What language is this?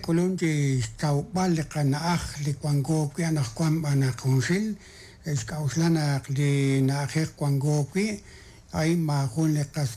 Kekchí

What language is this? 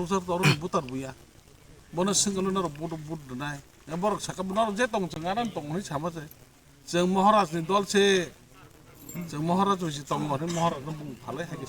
Kok Borok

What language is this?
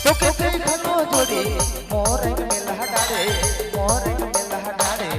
Sadri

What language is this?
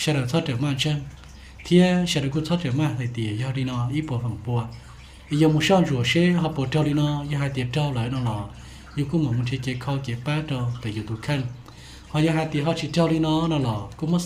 Hmong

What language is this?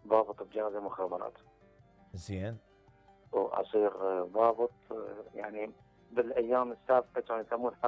Mesopotamian Arabic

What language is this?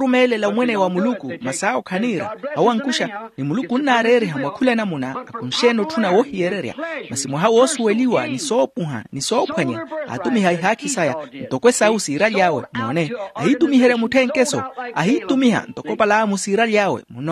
Makhuwa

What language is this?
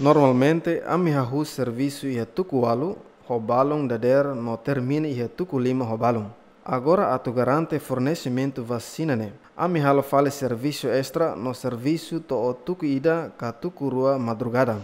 Tetum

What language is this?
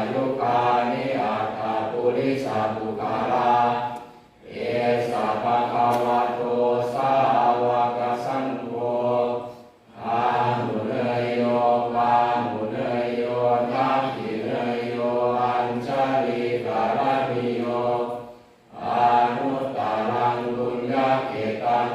Pali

